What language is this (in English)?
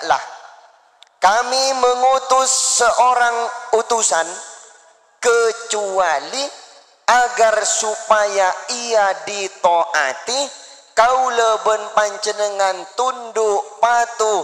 Madurese